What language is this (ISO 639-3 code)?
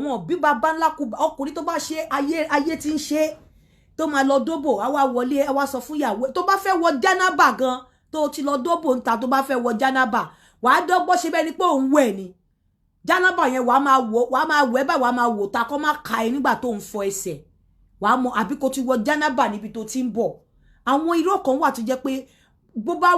yor